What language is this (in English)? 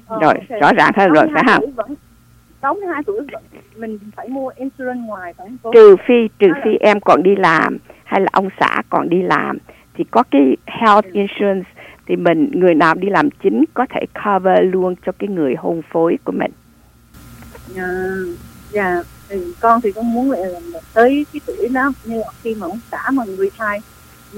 Vietnamese